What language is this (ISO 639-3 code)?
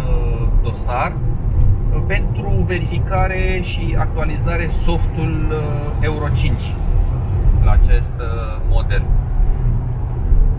ron